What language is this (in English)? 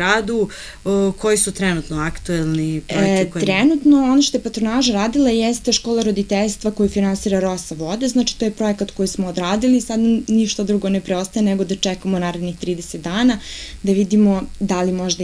Serbian